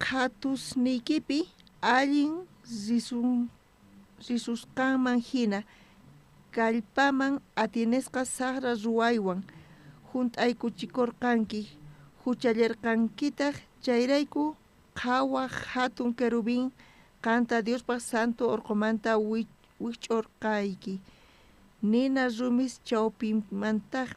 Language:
South Bolivian Quechua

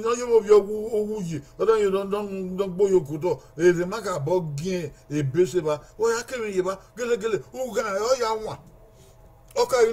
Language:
Bini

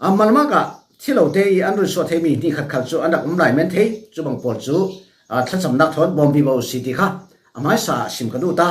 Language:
Falam Chin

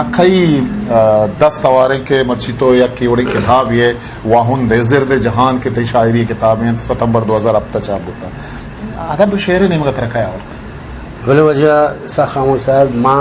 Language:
Eastern Balochi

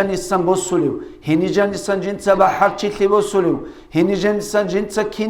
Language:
Avaric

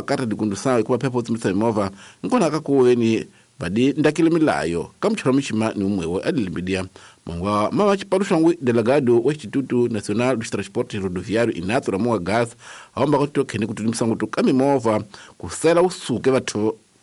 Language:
Tsonga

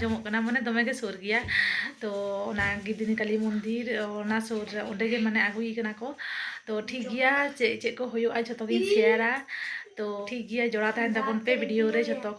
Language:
Santali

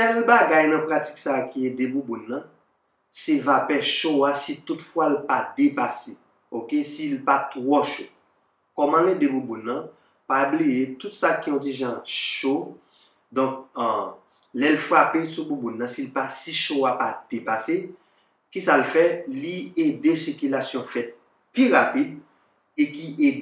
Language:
Haitian Creole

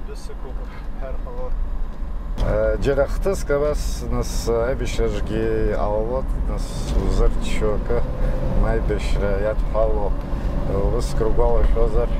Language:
Abkhazian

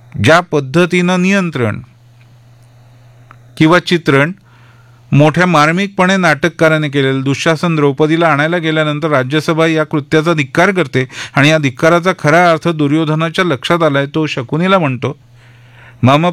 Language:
Marathi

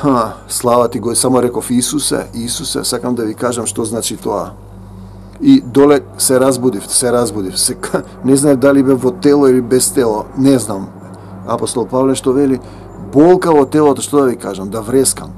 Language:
Macedonian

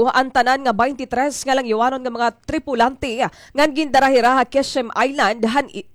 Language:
Waray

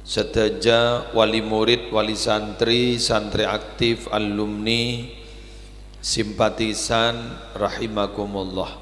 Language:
Madurese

